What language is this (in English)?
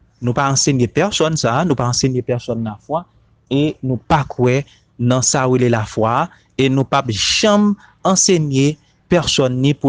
Haitian Creole